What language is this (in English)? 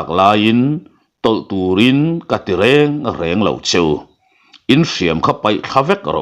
Mizo